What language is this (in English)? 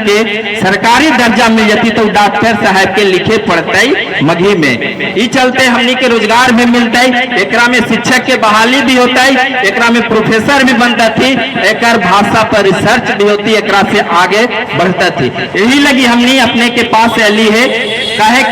Magahi